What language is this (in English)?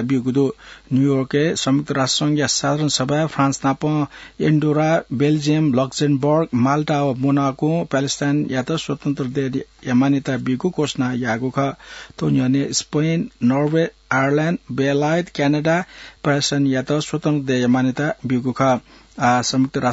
Newari